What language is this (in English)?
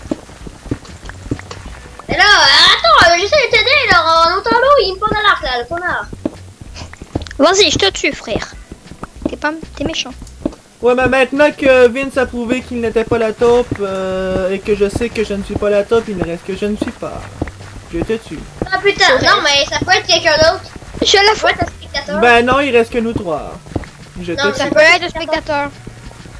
French